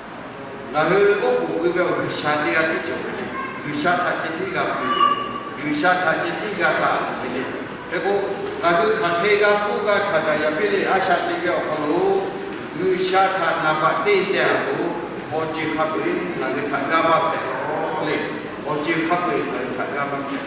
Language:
Lahu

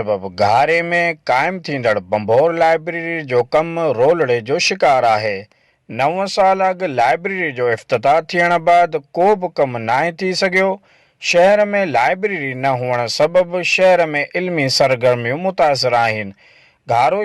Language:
Sindhi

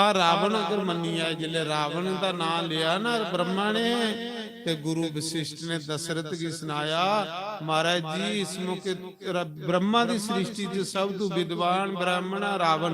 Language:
Dogri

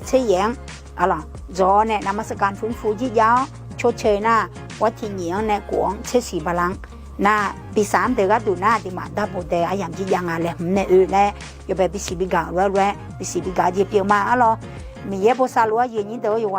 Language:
Akha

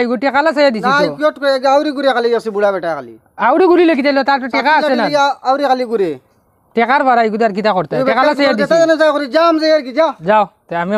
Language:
Sylheti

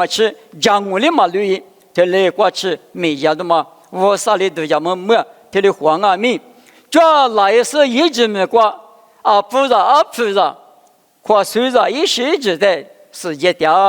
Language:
Lisu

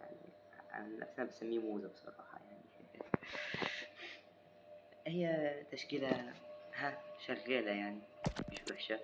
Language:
Egyptian Arabic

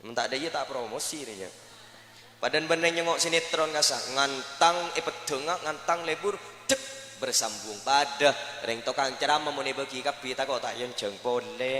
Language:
Madurese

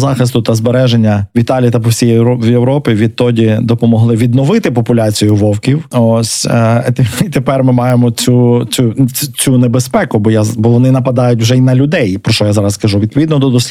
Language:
Ukrainian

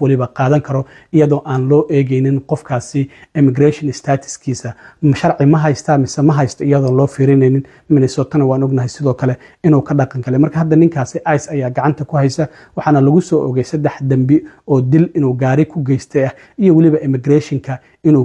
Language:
Somali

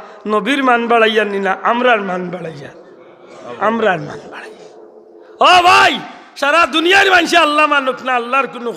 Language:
Sylheti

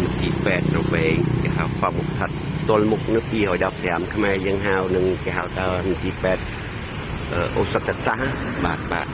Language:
Khmer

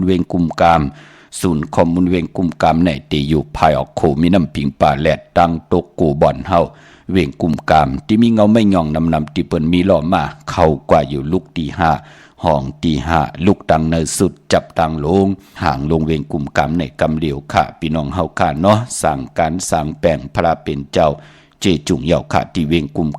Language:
Shan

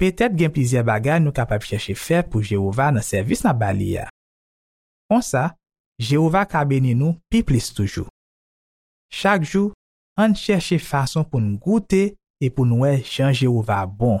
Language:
Haitian Creole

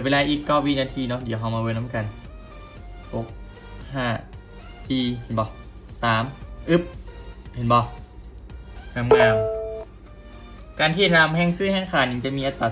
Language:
Lao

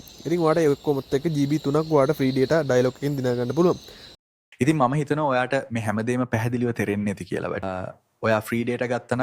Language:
Sinhala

